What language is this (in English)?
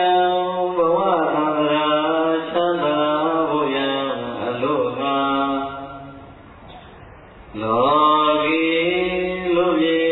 Burmese